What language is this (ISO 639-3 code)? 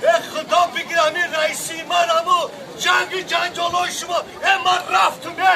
tgk